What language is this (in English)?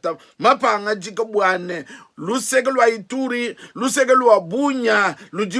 Luba-Lulua